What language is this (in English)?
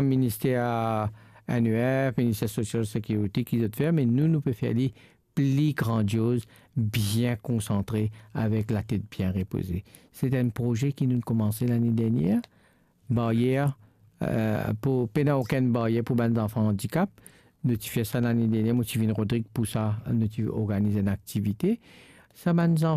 Morisyen